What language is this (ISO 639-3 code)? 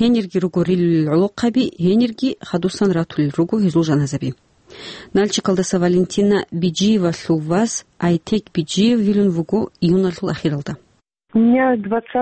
ava